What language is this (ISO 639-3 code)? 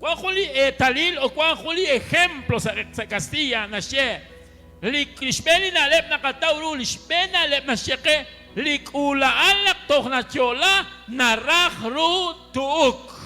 kek